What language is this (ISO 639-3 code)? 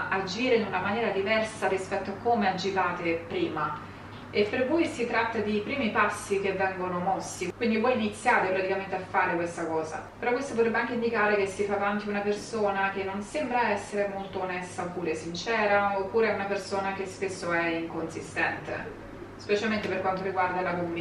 ita